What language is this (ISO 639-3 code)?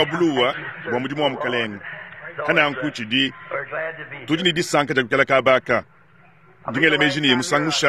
lua